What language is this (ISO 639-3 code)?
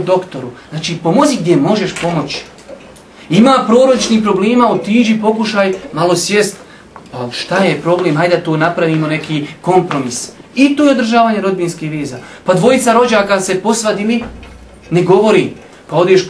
bos